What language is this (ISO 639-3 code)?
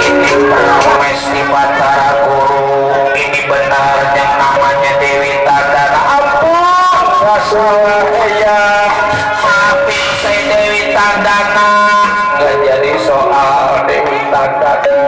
bew